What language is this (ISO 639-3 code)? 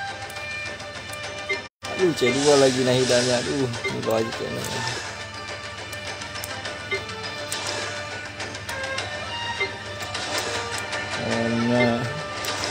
ind